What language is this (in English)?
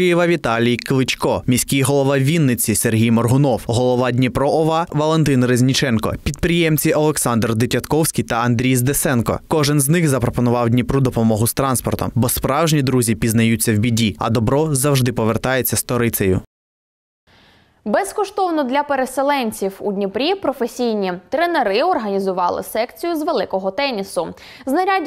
Ukrainian